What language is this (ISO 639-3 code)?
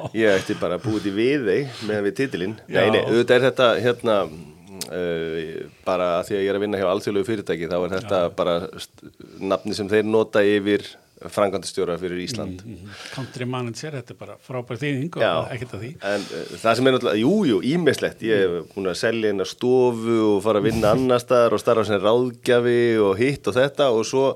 isl